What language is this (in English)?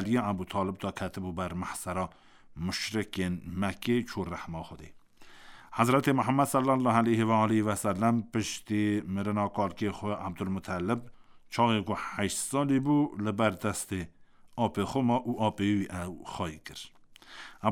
Kurdish